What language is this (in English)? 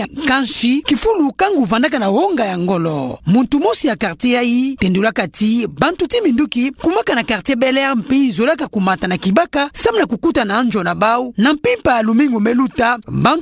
Kituba (Democratic Republic of Congo)